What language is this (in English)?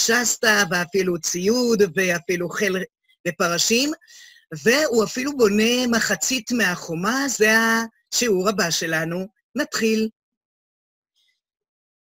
Hebrew